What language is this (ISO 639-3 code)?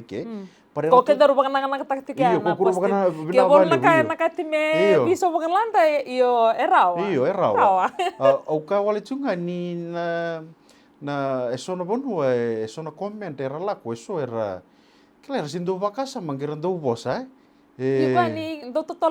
fij